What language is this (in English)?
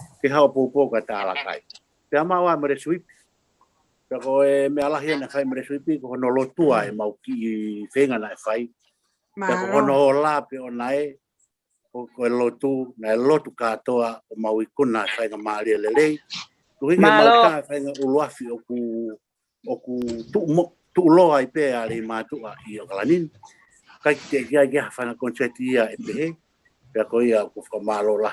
Tongan